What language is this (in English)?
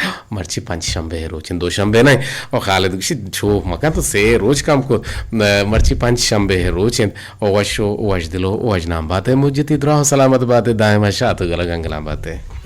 Eastern Balochi